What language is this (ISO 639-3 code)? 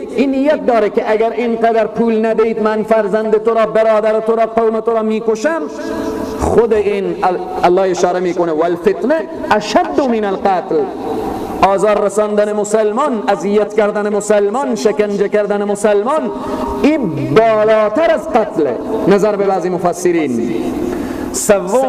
fas